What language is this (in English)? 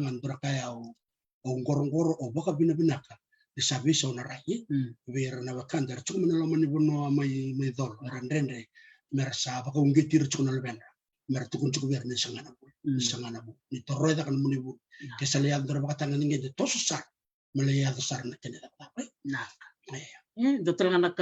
Fijian